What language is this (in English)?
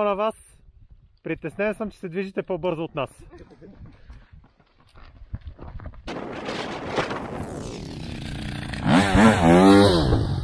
Bulgarian